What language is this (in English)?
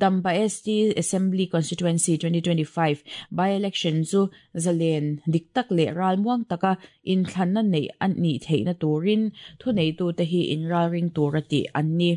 Mizo